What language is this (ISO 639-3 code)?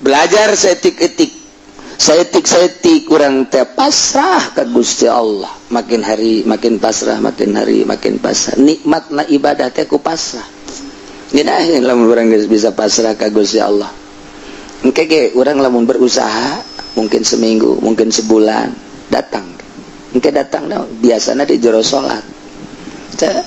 sun